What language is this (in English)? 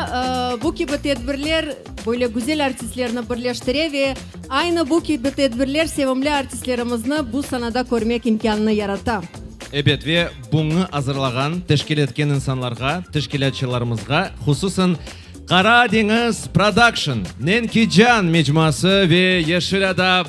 Crimean Tatar